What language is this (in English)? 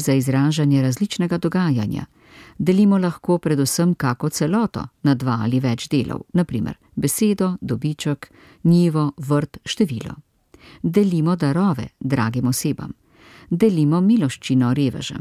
Slovenian